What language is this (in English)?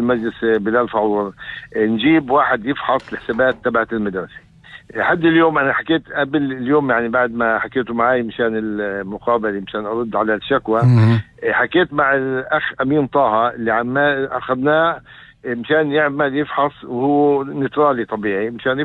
North Levantine Arabic